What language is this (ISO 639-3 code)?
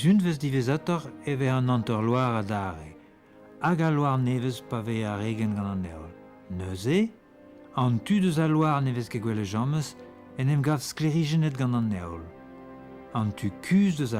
bre